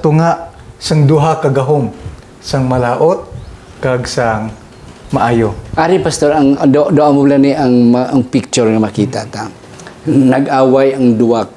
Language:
Hiligaynon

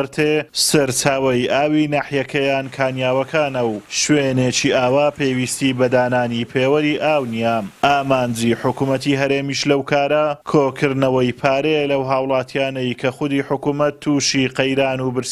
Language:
Central Kurdish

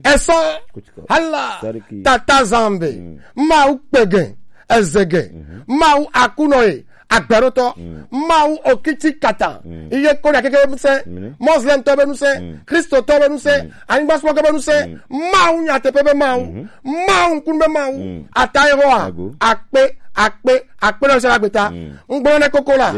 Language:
Gen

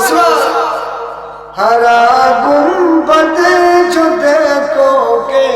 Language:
Sylheti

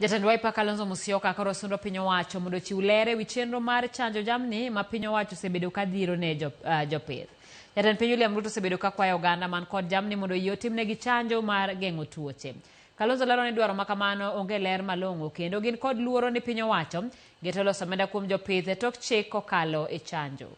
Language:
Luo (Kenya and Tanzania)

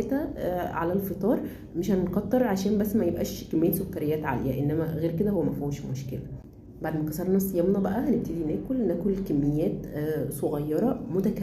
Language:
Egyptian Arabic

